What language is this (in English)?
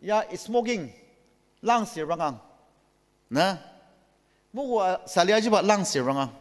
Ao Naga